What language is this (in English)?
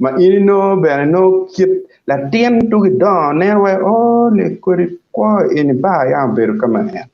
Acoli